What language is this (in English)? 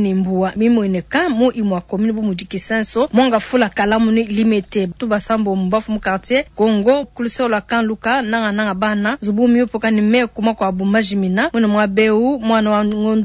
Luba-Lulua